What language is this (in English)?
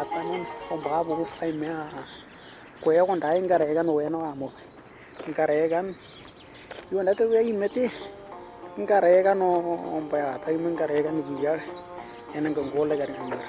Western Dani